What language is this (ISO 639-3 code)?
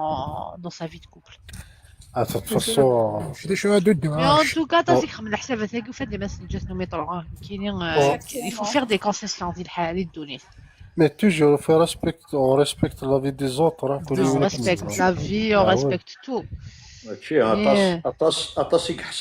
kab